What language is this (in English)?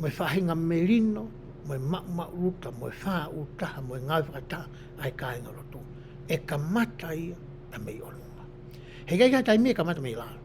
Tongan